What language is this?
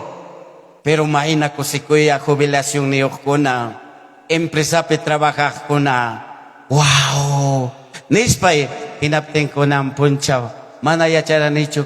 Ayacucho Quechua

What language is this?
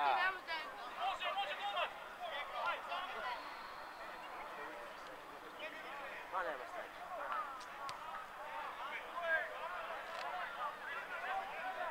Serbian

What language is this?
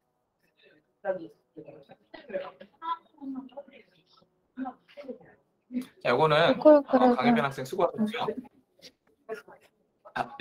Korean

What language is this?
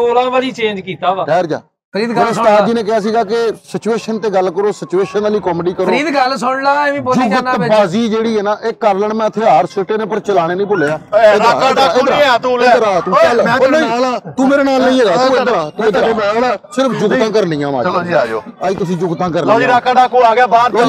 Punjabi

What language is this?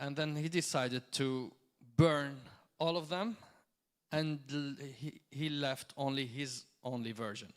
English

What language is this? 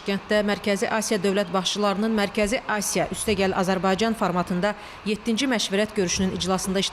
Azerbaijani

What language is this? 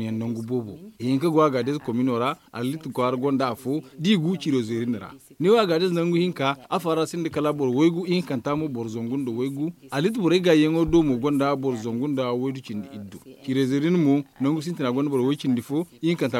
Zarma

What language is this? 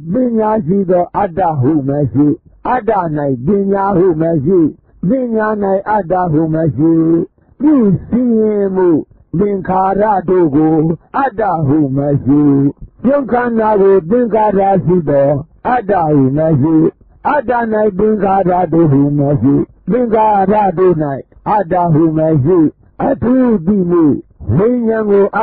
Burmese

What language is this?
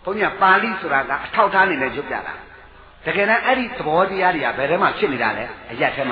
Burmese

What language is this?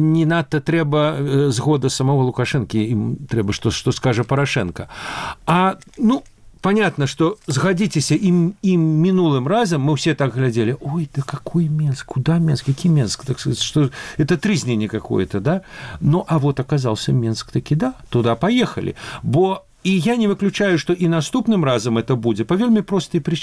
Belarusian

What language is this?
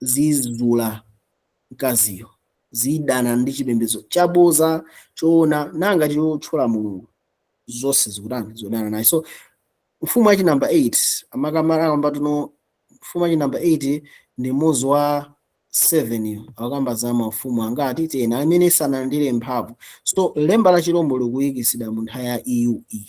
Nyanja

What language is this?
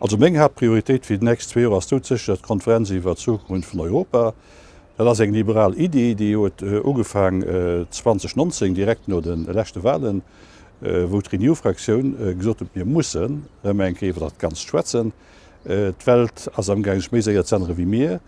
Luxembourgish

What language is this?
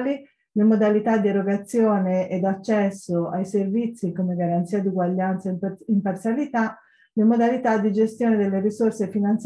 Italian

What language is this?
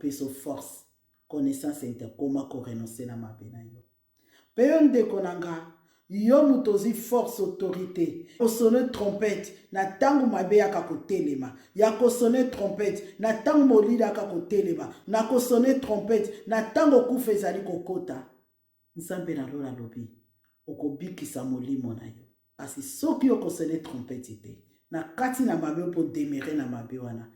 Lingala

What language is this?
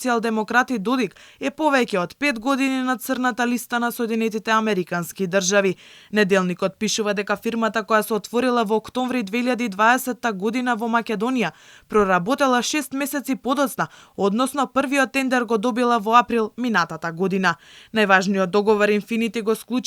Macedonian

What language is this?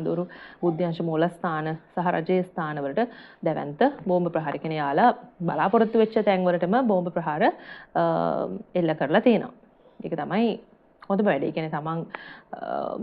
Sinhala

